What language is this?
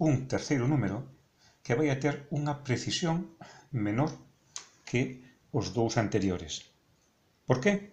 Galician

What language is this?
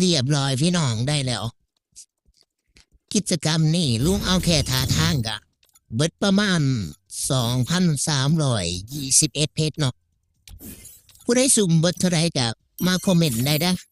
Lao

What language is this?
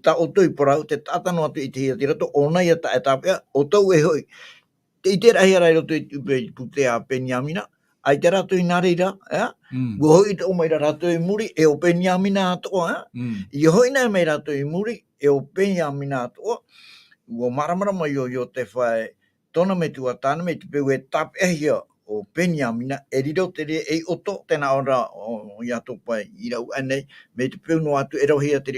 Tahitian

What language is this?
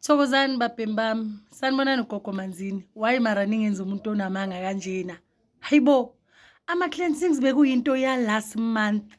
Zulu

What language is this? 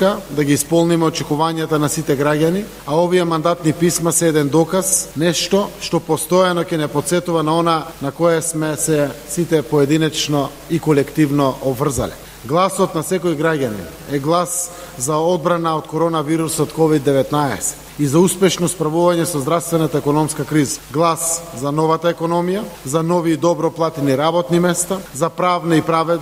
Macedonian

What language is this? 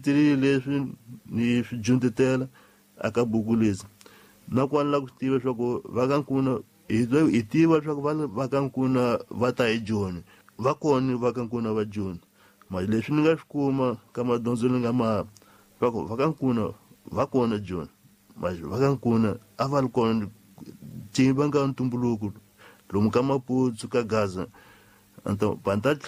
Tsonga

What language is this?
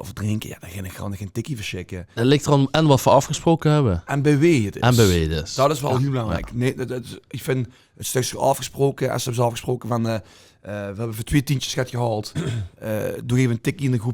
Limburgish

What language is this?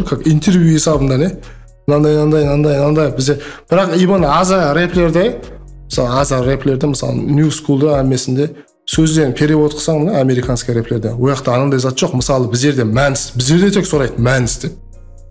Kara-Kalpak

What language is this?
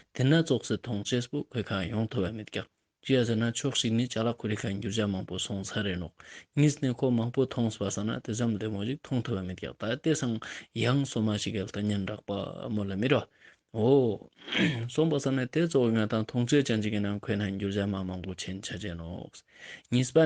Ladakhi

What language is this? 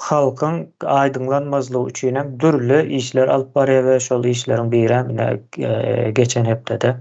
Turkmen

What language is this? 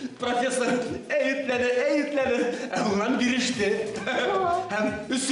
Bashkir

